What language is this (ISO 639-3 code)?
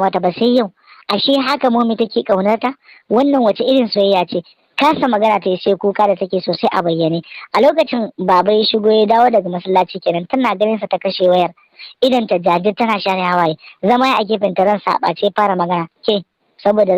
hau